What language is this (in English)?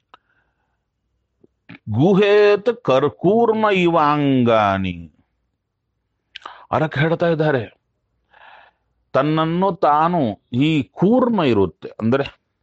Kannada